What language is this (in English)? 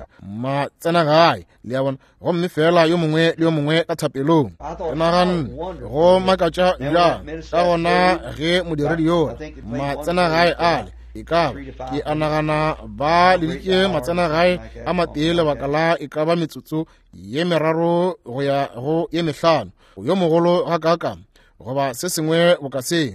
Northern Sotho